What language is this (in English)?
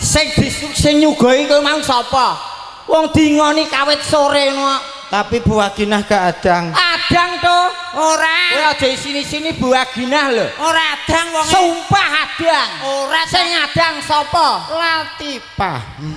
Javanese